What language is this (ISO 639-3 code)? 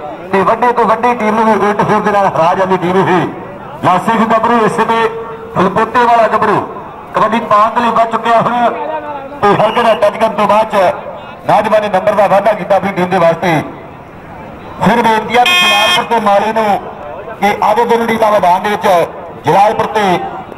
pan